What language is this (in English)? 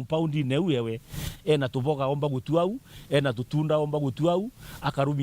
Meru